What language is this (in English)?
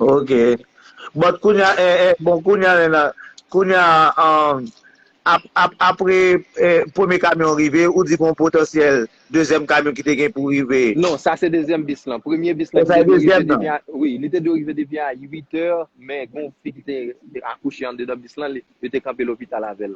Haitian Creole